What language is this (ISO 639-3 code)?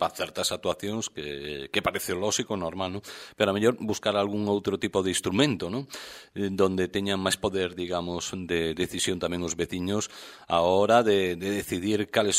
glg